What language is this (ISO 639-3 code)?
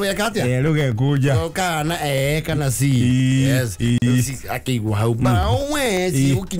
kik